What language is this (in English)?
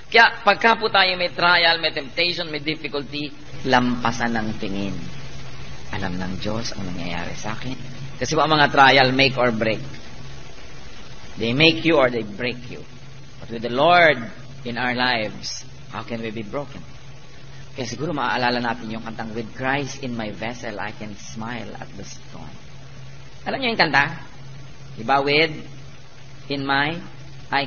Filipino